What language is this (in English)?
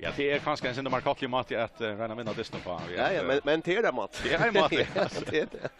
Faroese